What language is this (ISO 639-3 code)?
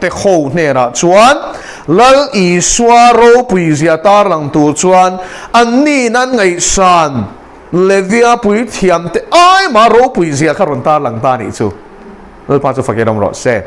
lus